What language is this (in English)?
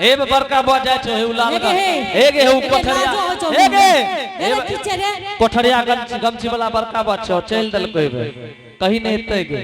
Angika